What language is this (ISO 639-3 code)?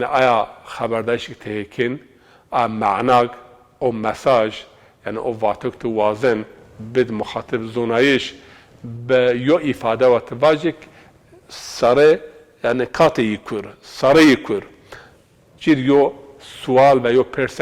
zza